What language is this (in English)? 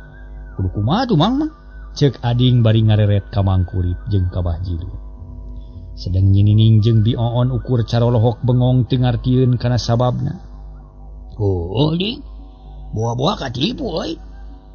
Sundanese